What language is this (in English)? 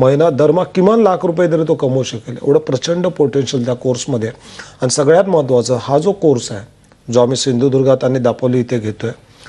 Marathi